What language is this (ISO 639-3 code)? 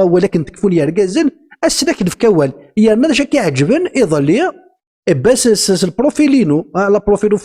kab